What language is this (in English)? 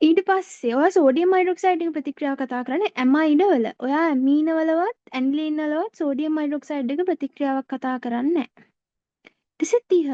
Sinhala